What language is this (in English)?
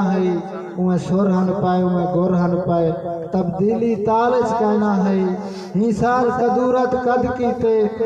Saraiki